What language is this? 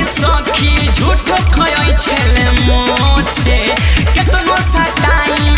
Bhojpuri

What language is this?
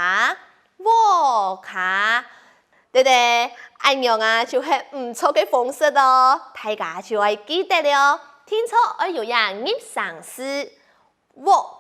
Hakka Chinese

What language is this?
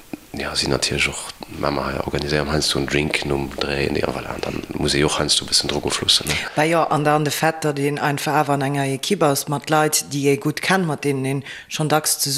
Luxembourgish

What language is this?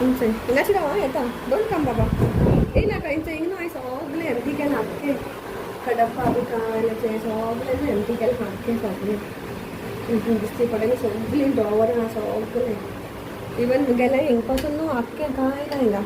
Konkani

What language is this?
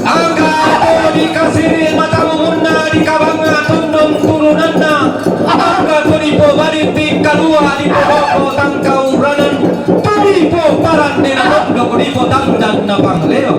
Toraja-Sa'dan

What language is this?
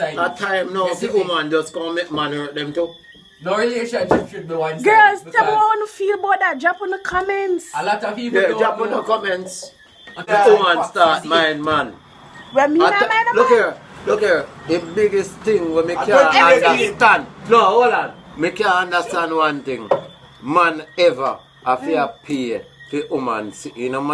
Jamaican Creole English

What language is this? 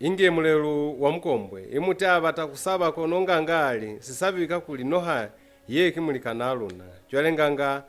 Lozi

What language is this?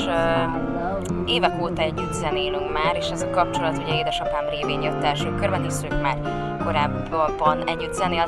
Hungarian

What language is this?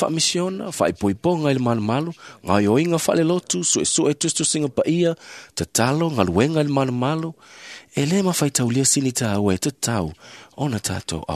Samoan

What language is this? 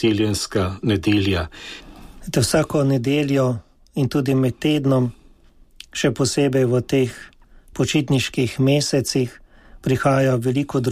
Slovenian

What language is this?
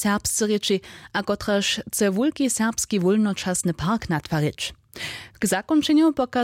Upper Sorbian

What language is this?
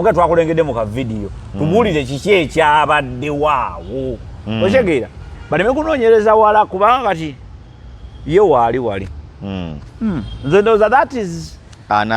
Ganda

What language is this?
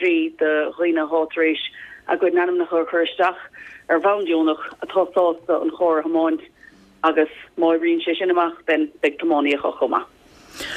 Irish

